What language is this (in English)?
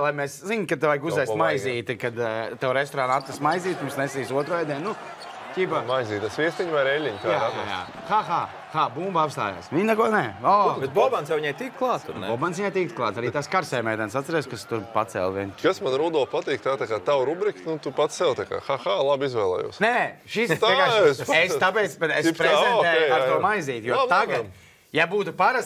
Latvian